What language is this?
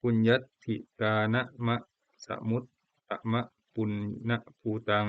Pali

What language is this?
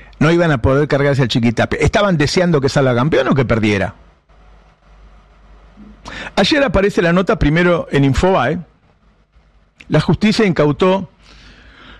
Spanish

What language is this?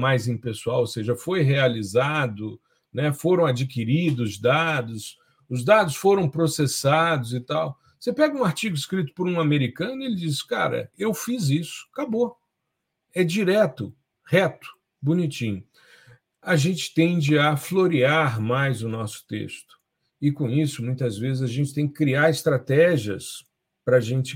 Portuguese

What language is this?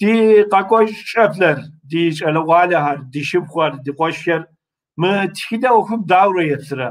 Kabardian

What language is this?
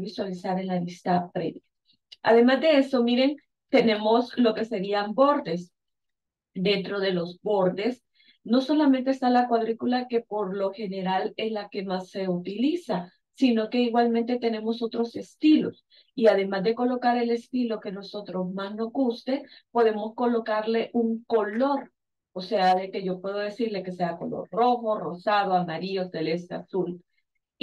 Spanish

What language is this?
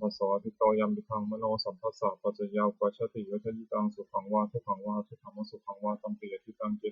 Pali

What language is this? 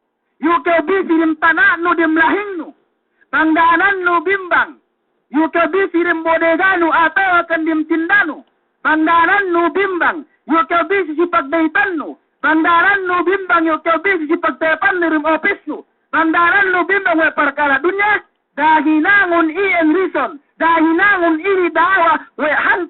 Yakan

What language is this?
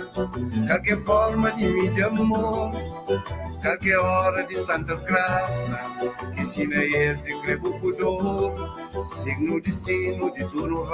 Kabuverdianu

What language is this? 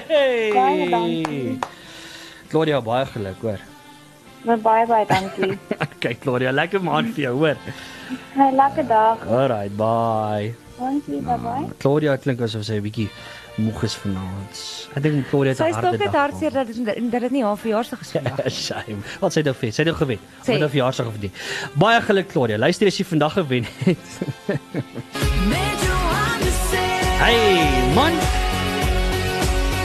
Afrikaans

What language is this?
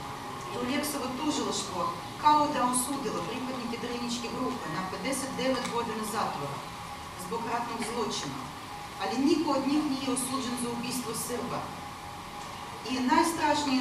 Serbian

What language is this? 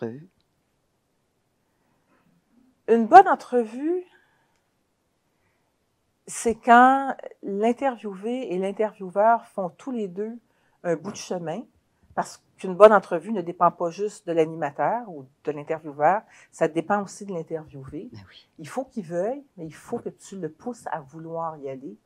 French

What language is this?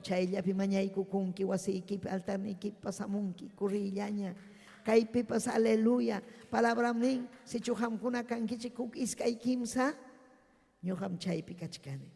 Ayacucho Quechua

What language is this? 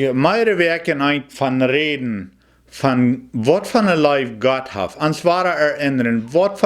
Plautdietsch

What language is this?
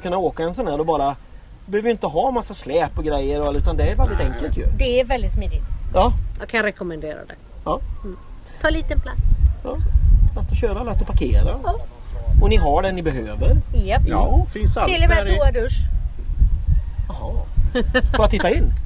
Swedish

